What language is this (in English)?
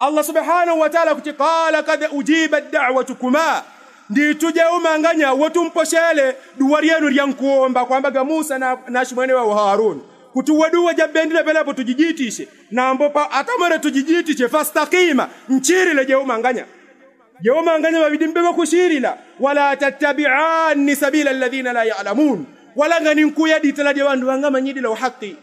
Yao